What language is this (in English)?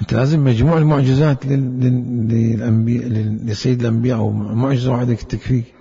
Mesopotamian Arabic